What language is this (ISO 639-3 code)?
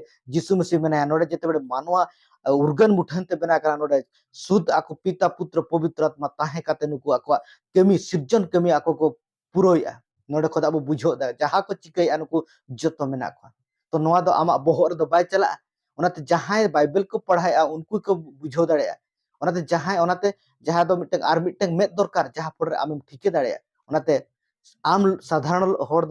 sat